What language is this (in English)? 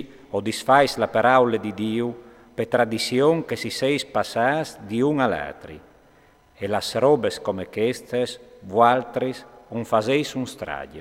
Friulian